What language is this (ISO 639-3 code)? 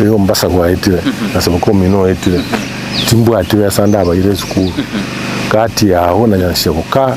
guz